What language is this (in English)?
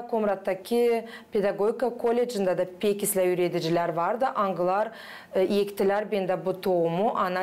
Gagauz